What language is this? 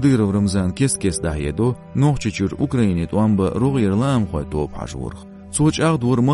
Chechen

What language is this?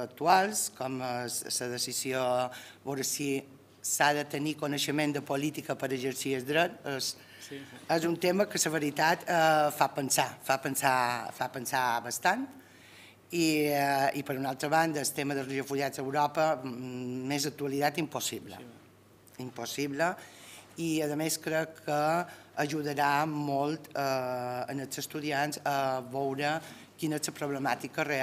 Catalan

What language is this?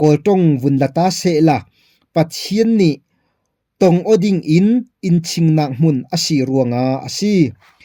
Falam Chin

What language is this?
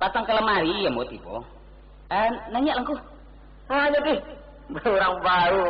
Minangkabau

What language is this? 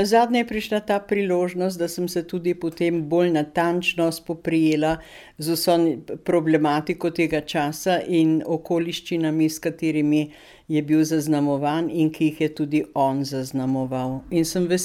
Slovenian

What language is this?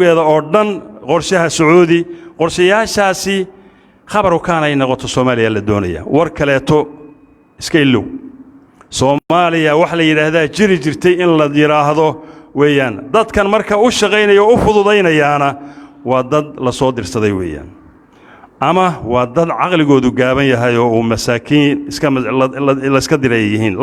Somali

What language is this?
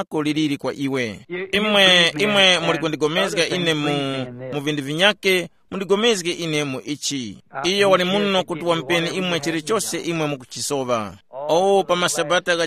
Tumbuka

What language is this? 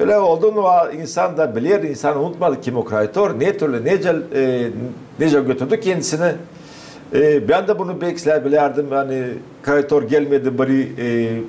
Gagauz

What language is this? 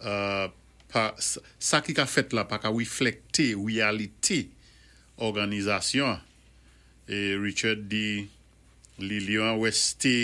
Saint Lucian Creole French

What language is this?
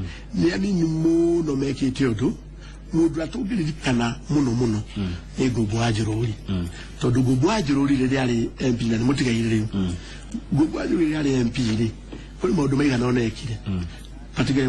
Kikuyu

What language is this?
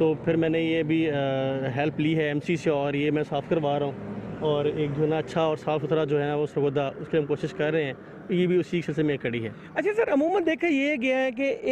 Urdu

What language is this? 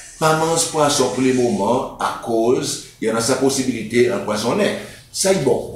Seselwa Creole French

